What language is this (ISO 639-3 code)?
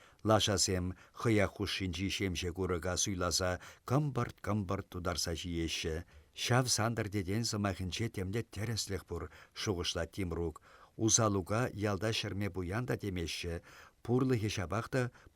chv